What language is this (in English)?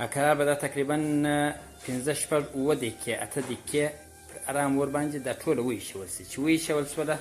Pashto